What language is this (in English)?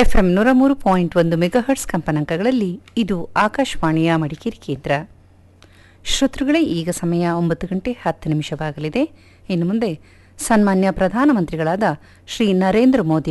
Kannada